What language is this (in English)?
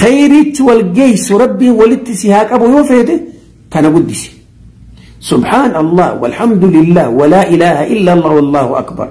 Oromo